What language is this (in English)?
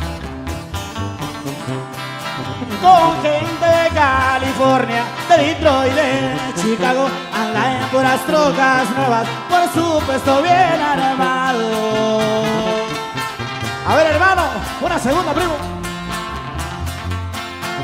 Spanish